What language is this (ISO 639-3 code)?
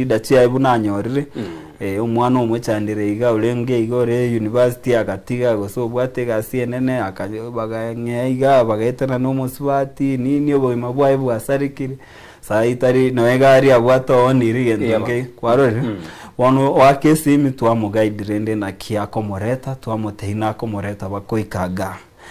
guz